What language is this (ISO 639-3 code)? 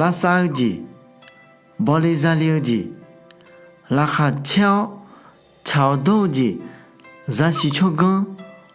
ahk